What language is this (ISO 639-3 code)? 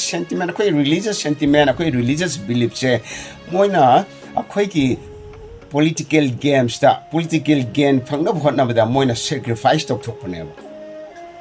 mni